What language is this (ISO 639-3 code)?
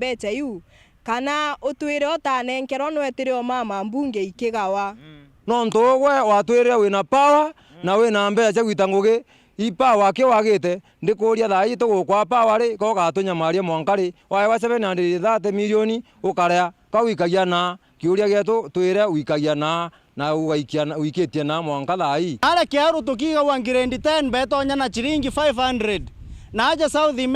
mer